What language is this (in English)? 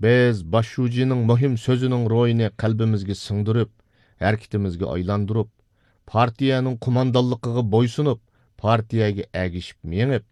Uyghur